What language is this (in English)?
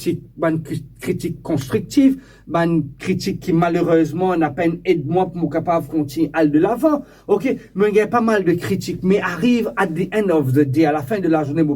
Morisyen